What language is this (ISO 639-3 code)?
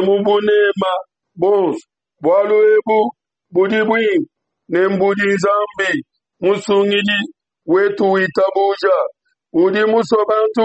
lua